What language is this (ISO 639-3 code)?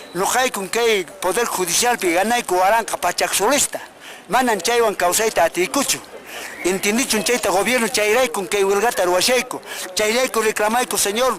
que